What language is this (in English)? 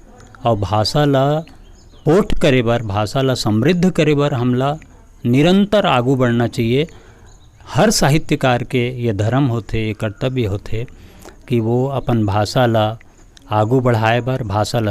Chhattisgarhi